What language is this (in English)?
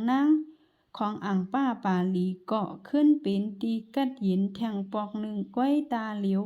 Shan